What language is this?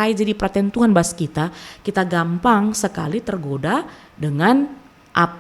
Batak Karo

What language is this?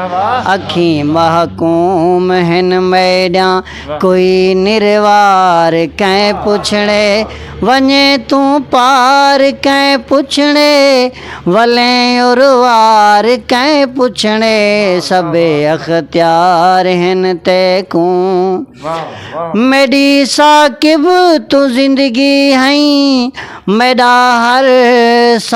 Saraiki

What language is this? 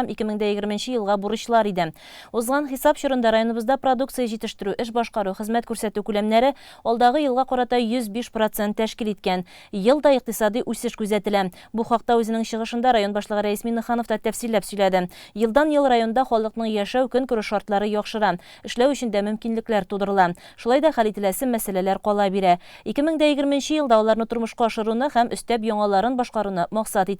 Tatar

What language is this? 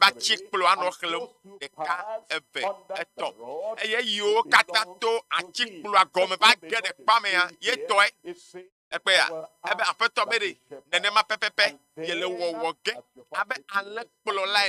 Ewe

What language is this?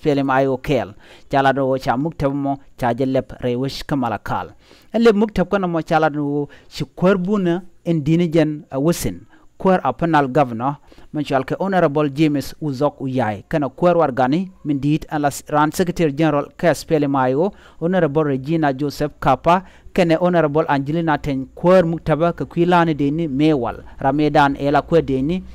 Nuer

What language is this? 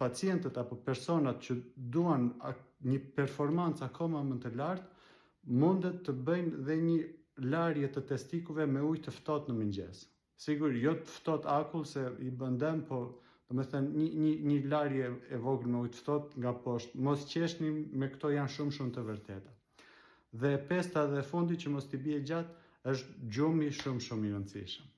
Albanian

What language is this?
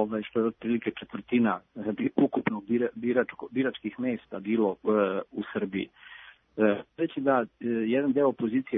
Serbian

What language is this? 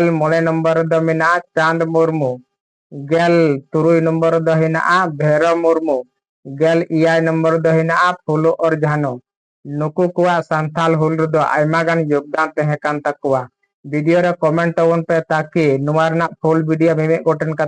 Santali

